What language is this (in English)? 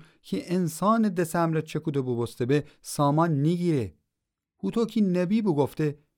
Gilaki